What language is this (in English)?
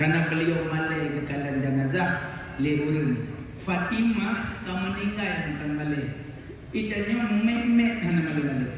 Achinese